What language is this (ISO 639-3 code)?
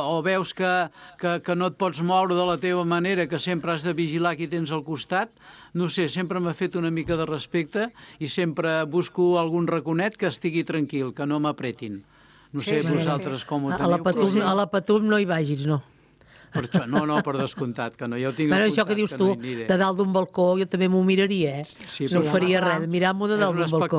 cat